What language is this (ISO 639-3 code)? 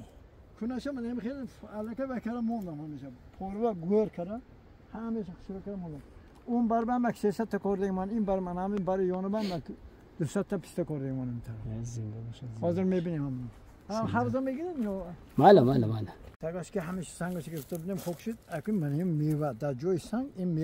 tgk